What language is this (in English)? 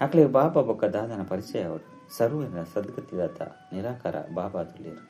Tulu